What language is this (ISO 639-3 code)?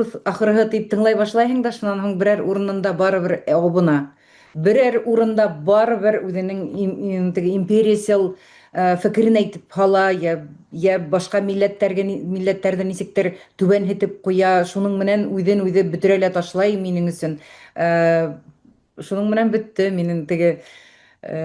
bak